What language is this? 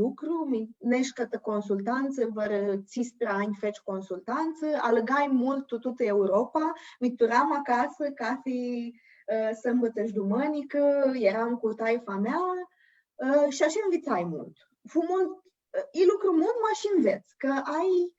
Aromanian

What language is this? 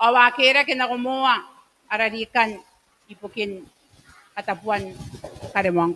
Gilbertese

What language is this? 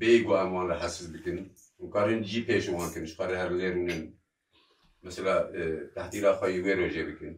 Kurdish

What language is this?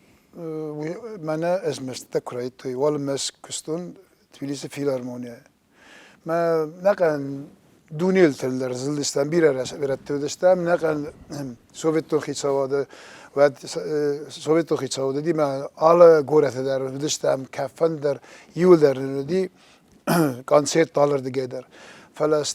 Ossetic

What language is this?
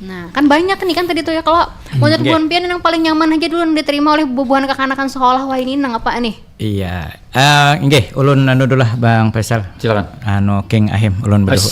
Banjar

